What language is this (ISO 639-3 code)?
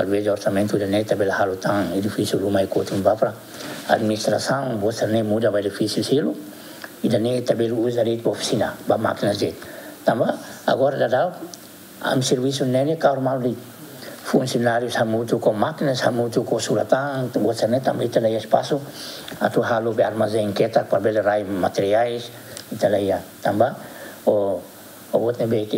tet